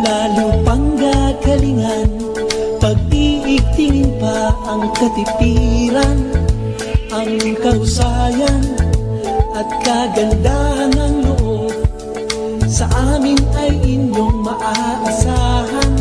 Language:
Bikol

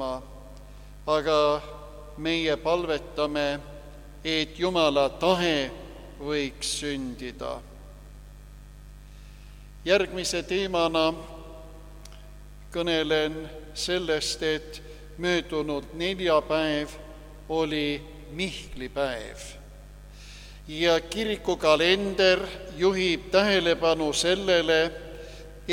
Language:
Estonian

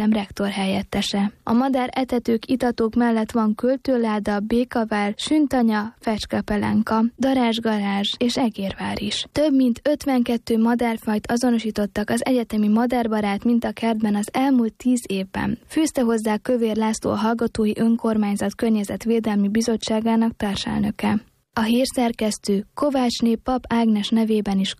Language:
Hungarian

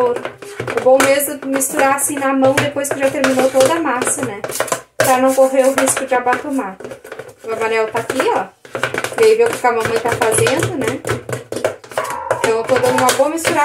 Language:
Portuguese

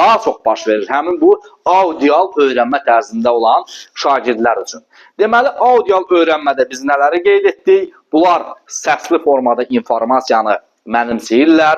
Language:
Azerbaijani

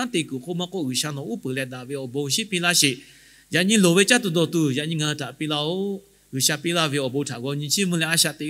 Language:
Lahu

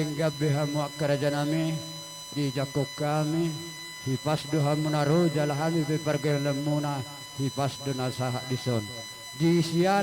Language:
Batak Toba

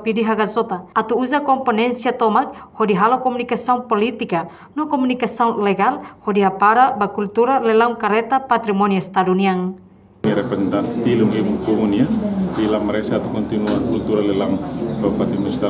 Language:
Tetum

